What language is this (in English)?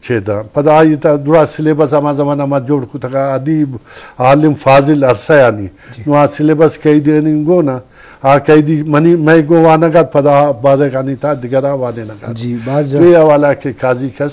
Eastern Balochi